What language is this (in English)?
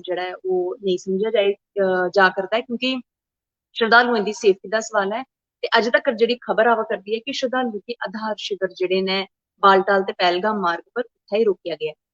Dogri